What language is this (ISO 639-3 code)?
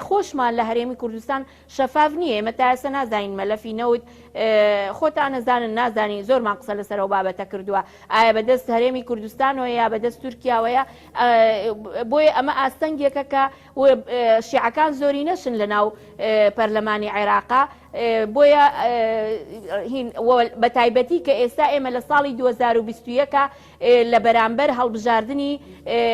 ckb